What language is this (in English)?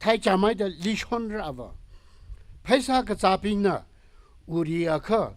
Tangkhul Naga (India)